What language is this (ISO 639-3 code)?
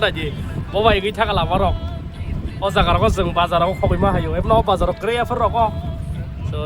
trp